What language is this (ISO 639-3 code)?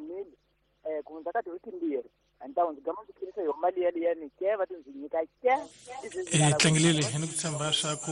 tso